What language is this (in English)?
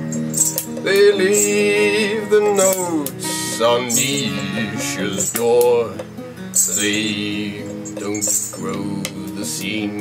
Chinese